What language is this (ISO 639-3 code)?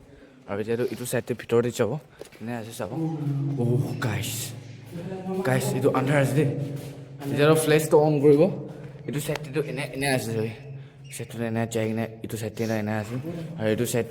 nag